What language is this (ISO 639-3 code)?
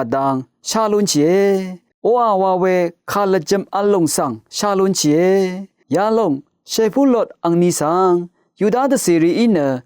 raw